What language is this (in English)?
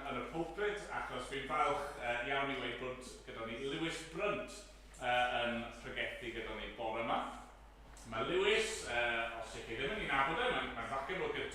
Welsh